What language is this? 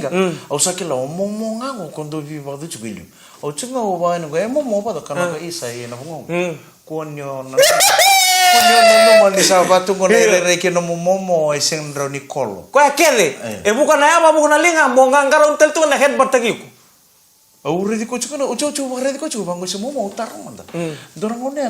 Fijian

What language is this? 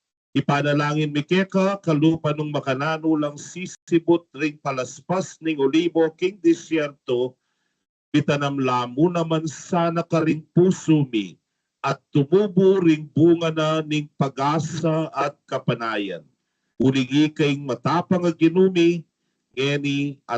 Pampanga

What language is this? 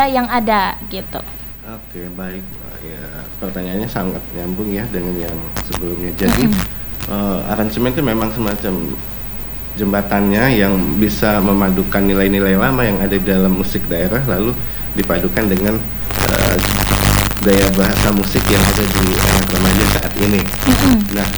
Indonesian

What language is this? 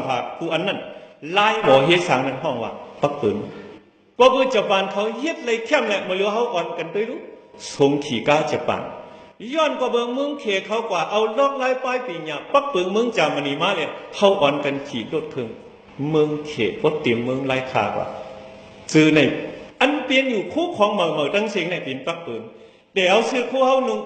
Shan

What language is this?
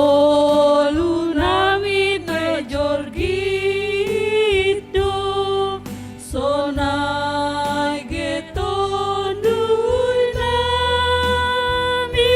Batak Simalungun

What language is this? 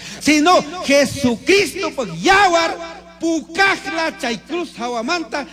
Chimborazo Highland Quichua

